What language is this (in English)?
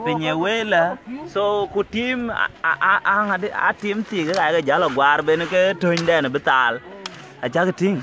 Dinka